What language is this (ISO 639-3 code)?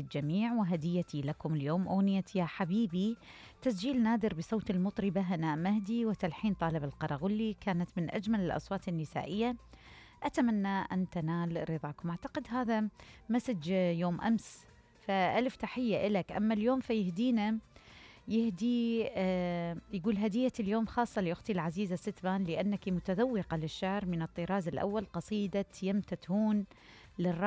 acm